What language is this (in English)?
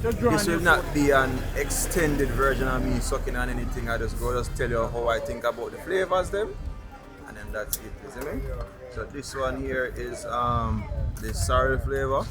Jamaican Creole English